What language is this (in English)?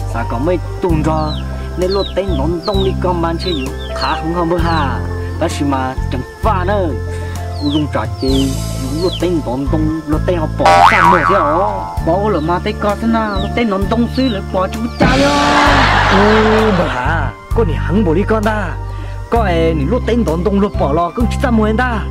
Vietnamese